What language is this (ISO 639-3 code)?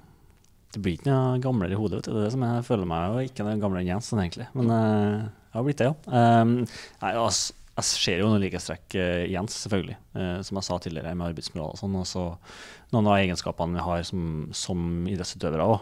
nor